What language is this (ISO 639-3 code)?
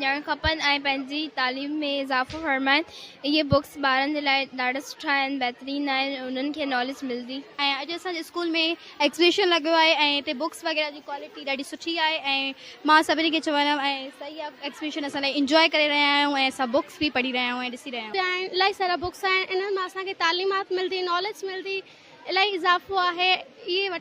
snd